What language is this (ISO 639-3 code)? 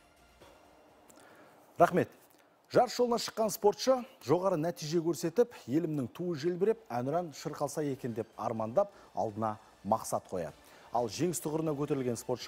kaz